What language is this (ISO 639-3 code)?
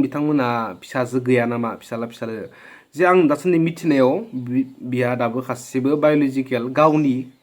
brx